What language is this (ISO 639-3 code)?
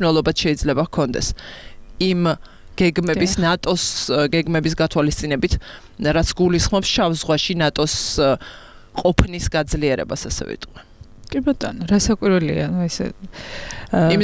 kat